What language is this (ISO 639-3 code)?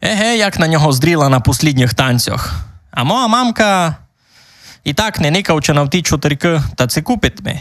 rue